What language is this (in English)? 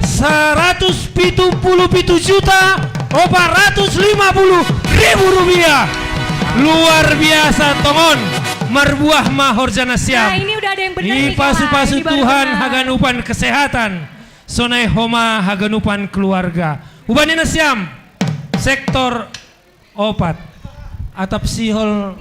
Batak Simalungun